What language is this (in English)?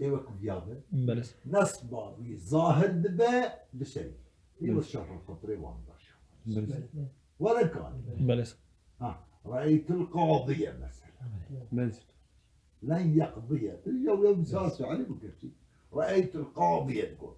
Kurdish